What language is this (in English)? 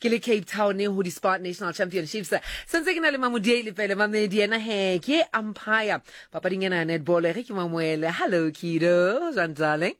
Southern Sotho